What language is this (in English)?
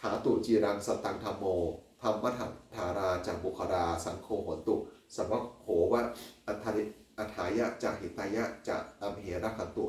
Pali